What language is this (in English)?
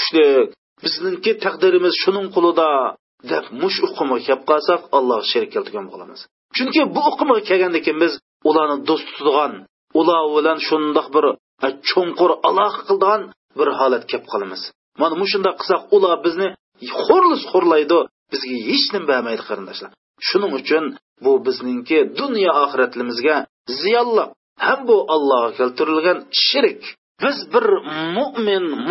Uyghur